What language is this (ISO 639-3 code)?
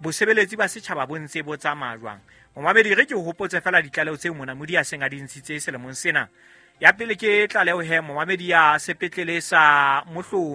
sot